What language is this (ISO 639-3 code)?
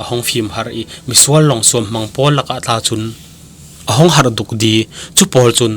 cfm